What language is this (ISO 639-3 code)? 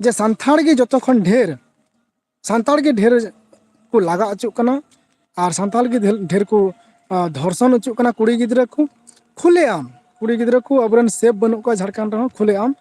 sat